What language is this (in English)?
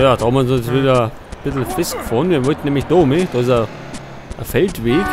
Bavarian